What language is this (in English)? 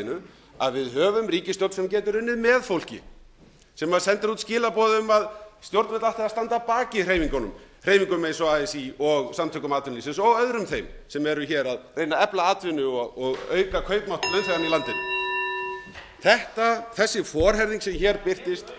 Icelandic